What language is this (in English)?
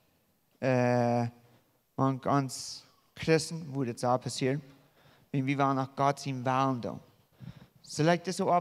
Plautdietsch